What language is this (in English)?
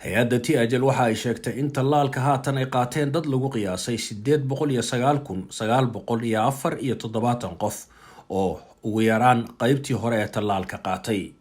Somali